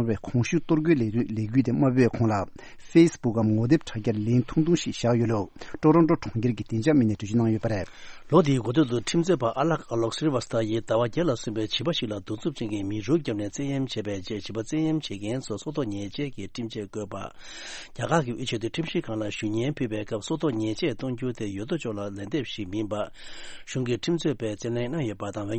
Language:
Tibetan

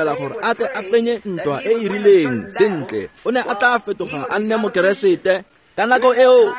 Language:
Tswana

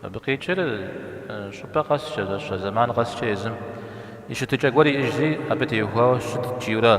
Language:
Kabardian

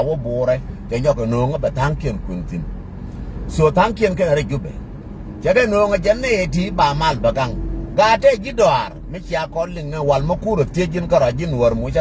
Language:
Nuer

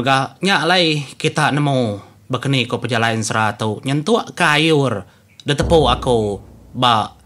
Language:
Iban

